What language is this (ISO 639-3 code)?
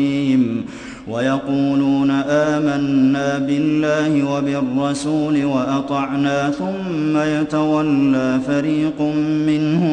ara